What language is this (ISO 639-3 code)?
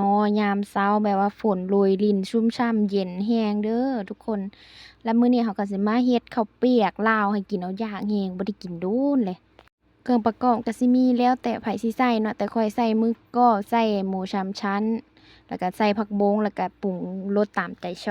lao